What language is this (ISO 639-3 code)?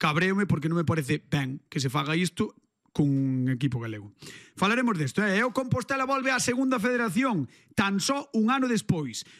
glg